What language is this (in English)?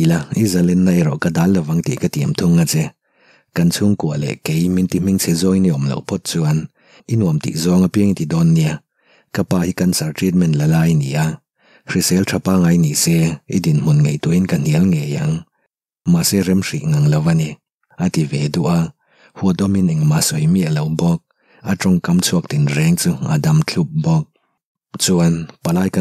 Mizo